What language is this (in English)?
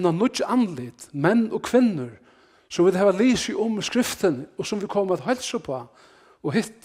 Faroese